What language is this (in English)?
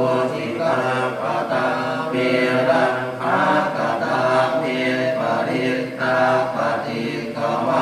Pali